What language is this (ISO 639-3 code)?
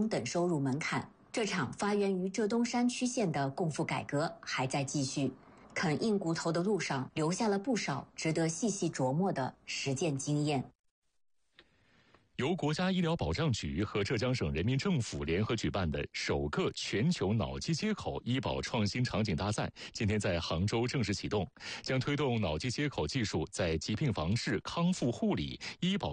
zho